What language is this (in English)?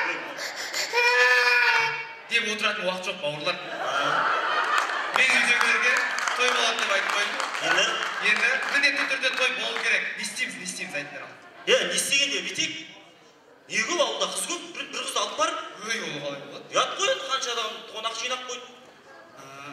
Kazakh